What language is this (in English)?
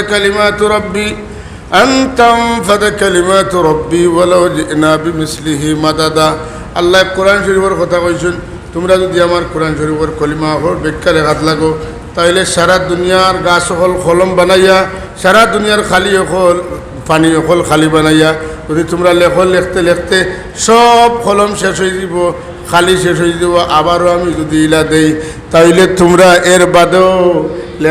Sylheti